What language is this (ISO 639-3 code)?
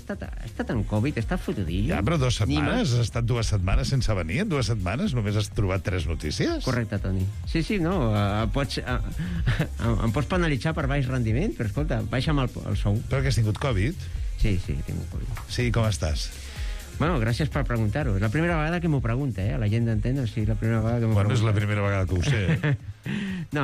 cat